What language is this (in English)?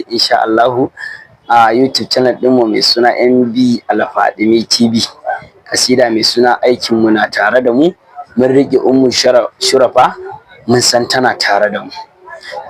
Hausa